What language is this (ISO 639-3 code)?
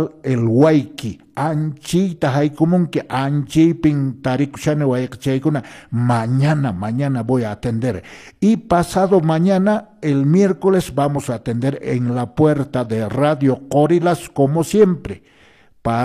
que